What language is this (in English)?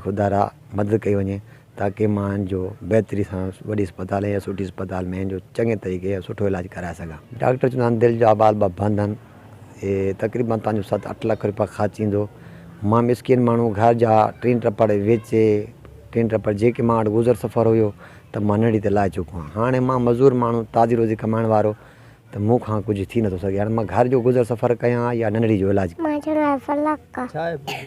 Sindhi